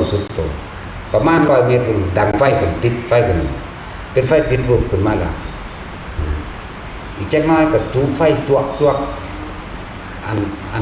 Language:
Northeastern Thai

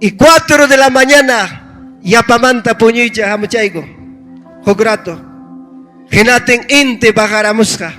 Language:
Ayacucho Quechua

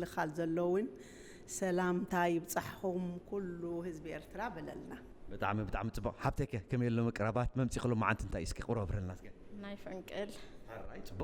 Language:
Tigrinya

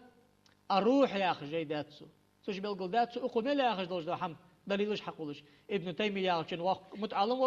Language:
Ingush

